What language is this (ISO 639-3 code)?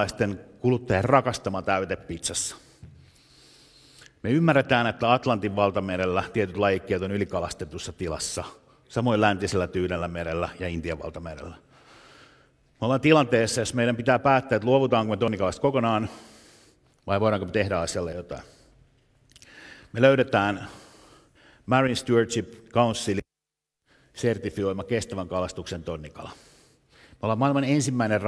fin